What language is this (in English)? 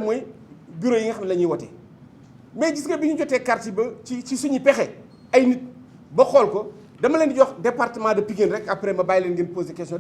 Wolof